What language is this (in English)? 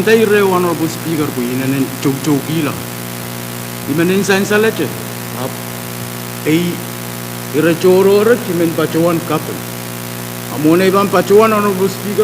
Pohnpeian